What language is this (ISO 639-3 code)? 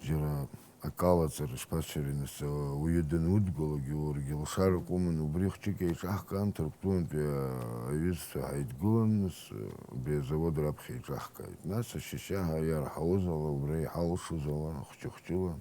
abk